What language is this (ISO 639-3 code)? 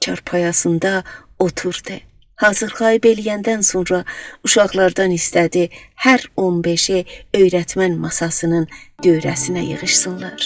azb